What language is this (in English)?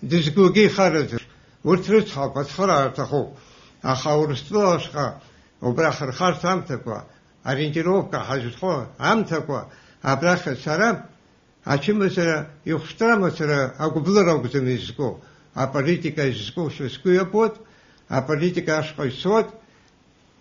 Abkhazian